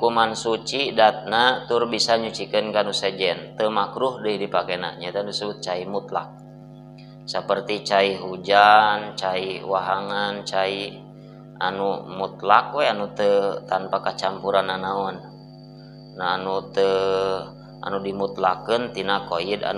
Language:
Sundanese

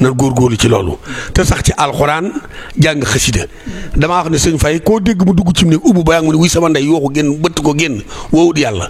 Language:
Wolof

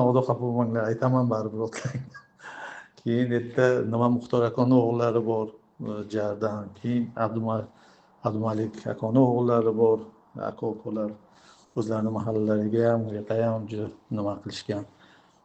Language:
Uzbek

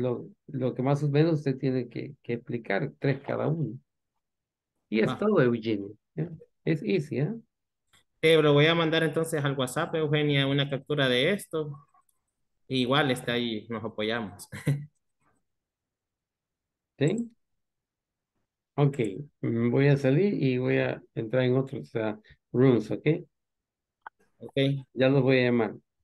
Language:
Spanish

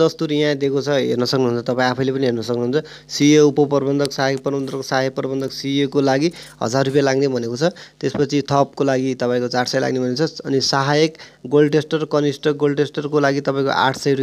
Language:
Nepali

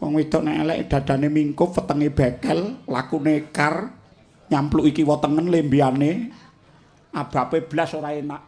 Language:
Javanese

